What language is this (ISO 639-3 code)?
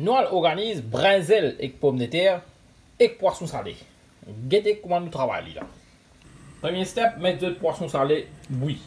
mfe